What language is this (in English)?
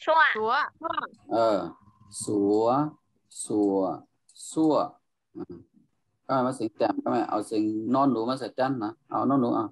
Shan